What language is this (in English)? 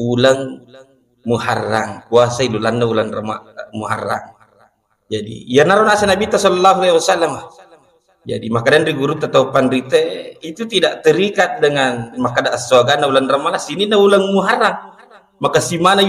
Buginese